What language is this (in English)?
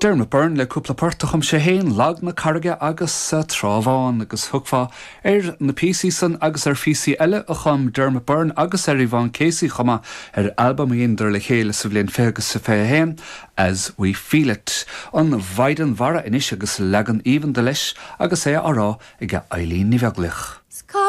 Irish